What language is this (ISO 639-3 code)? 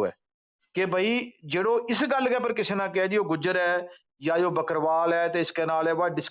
gju